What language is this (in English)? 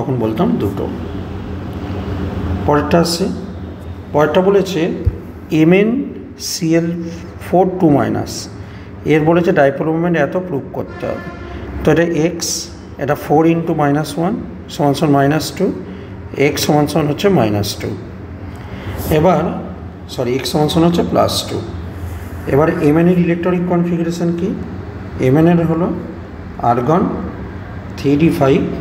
Bangla